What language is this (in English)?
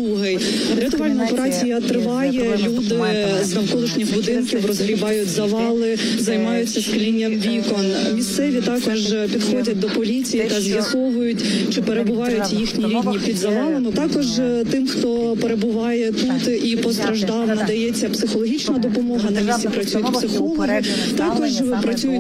Ukrainian